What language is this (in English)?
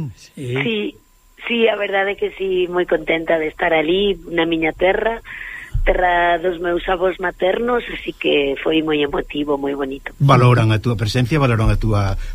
Galician